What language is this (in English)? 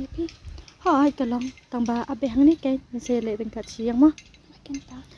Khasi